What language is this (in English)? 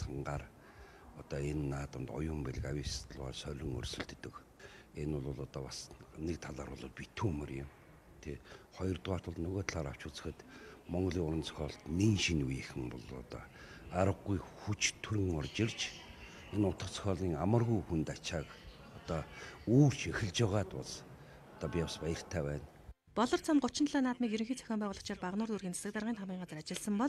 Mongolian